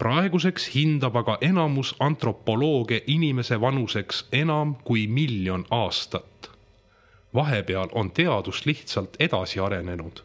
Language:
Estonian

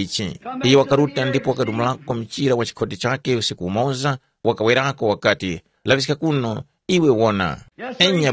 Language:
Tumbuka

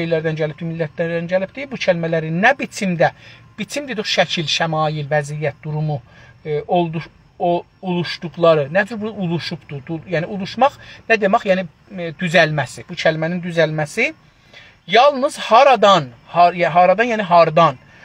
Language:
South Azerbaijani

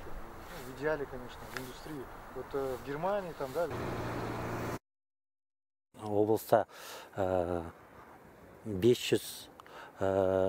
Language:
Kazakh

